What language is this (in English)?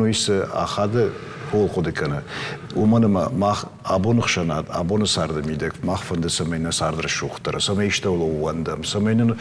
Ossetic